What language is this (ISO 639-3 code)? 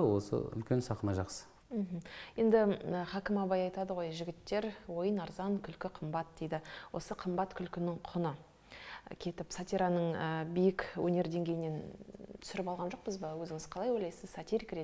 kaz